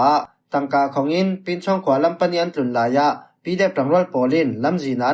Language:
Falam Chin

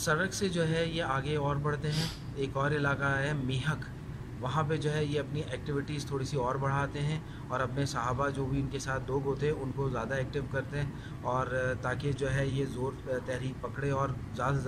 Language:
Urdu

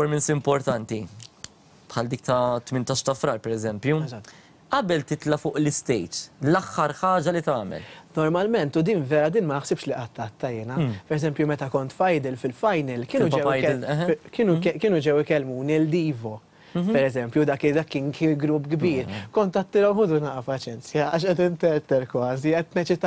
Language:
Maltese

